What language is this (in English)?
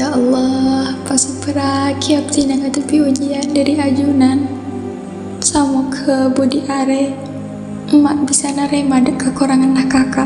Madurese